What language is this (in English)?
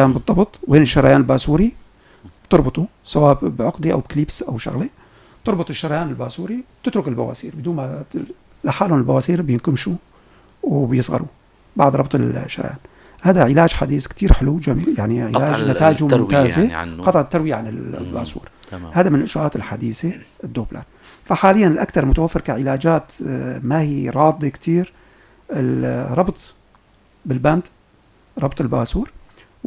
North Levantine Arabic